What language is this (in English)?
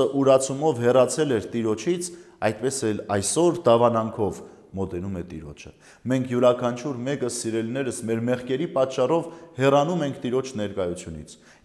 Armenian